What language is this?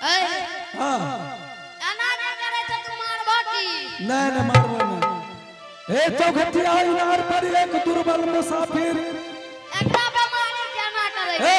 Angika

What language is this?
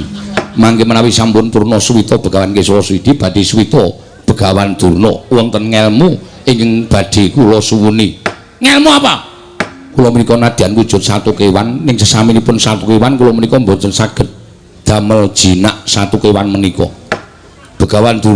Javanese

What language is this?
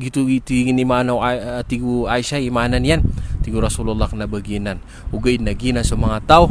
Maranao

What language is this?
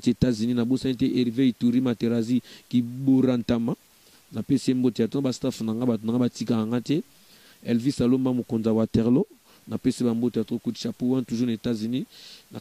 Lingala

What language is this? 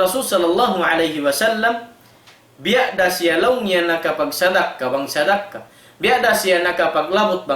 Tausug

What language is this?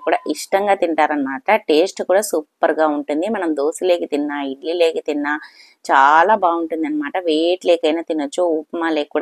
Telugu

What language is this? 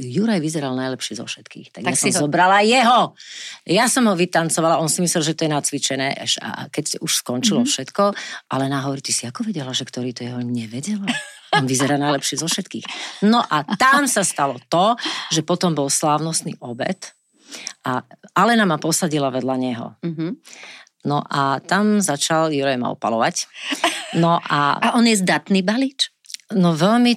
Slovak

